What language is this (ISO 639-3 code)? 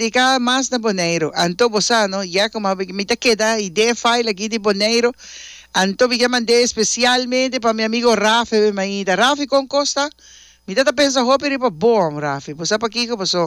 pap